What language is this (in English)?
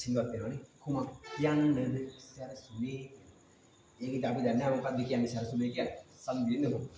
Sinhala